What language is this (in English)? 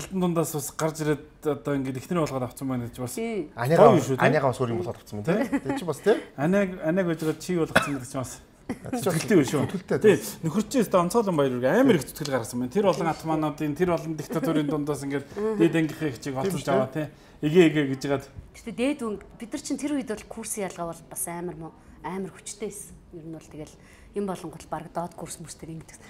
Mongolian